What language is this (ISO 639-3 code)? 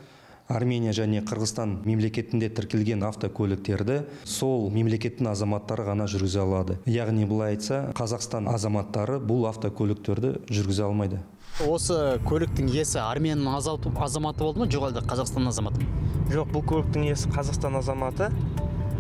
kaz